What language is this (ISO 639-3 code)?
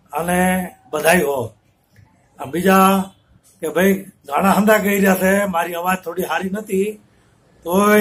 guj